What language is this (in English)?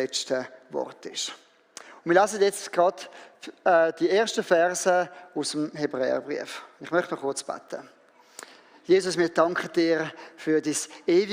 Swiss German